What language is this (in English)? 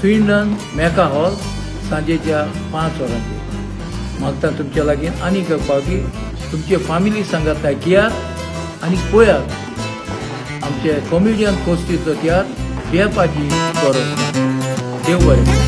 Konkani